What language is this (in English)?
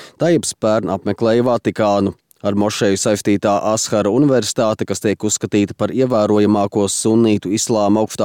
Latvian